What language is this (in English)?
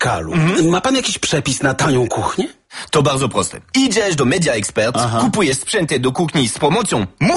Polish